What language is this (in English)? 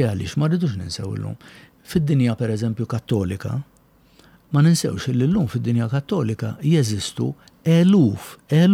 Maltese